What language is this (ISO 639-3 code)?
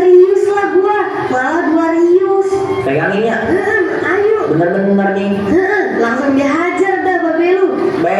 bew